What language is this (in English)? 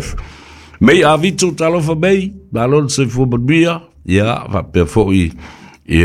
Samoan